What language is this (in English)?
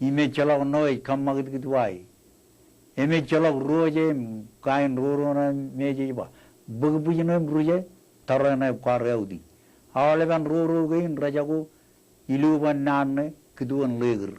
Marshallese